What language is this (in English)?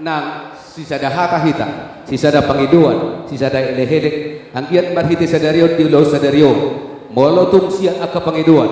Batak Toba